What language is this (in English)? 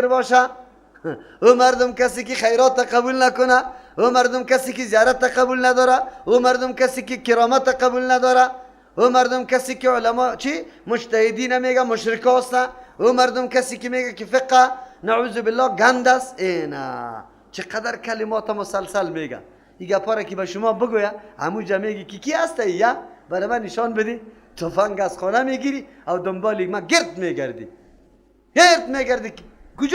Persian